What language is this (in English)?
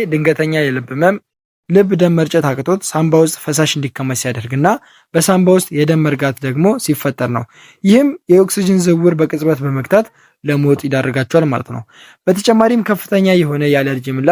Amharic